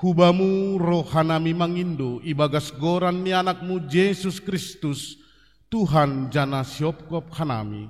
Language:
Batak Simalungun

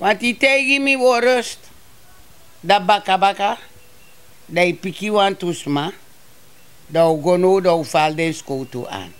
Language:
Sranan Tongo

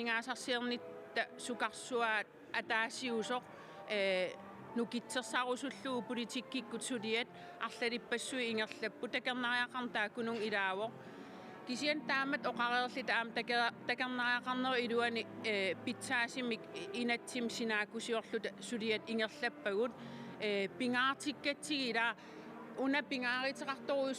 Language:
Kalaallisut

